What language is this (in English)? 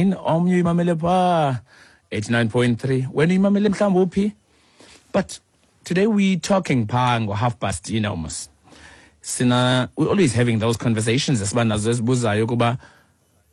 Xhosa